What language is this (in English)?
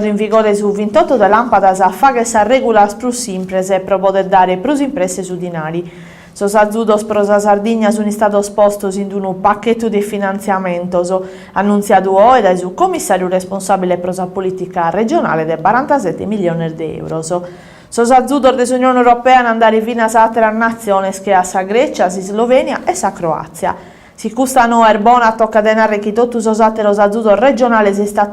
Sardinian